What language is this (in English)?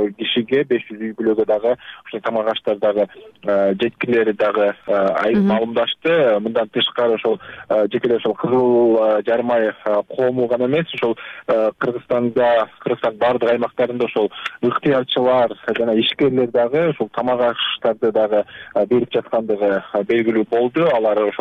Kyrgyz